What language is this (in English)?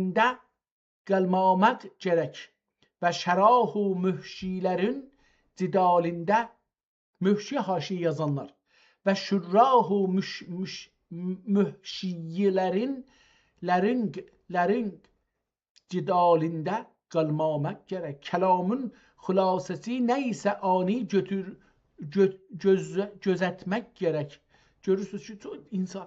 South Azerbaijani